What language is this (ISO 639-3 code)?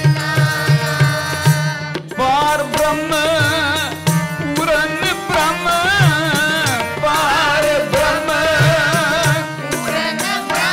pan